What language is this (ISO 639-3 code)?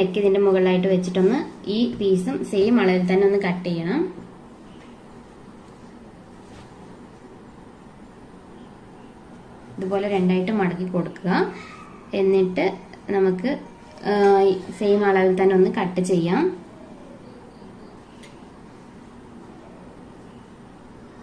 mal